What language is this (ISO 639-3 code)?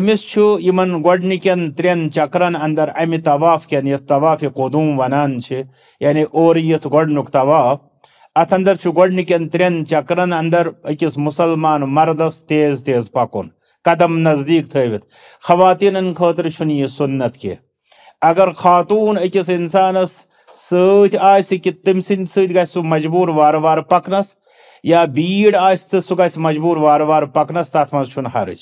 kas